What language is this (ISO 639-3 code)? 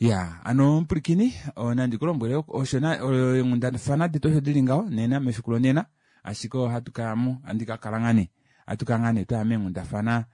kua